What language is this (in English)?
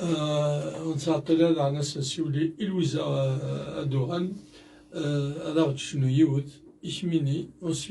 Kabyle